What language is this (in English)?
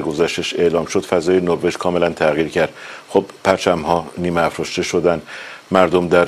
Persian